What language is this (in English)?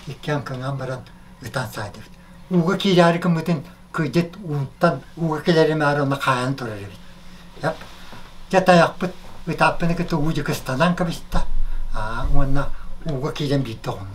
Yakut